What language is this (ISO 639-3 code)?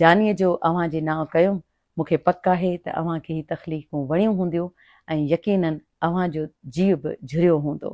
snd